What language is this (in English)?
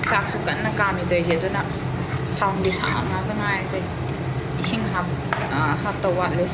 Manipuri